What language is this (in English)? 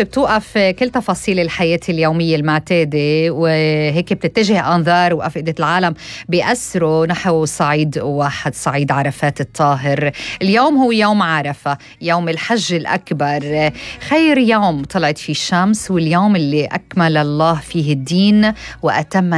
North Levantine Arabic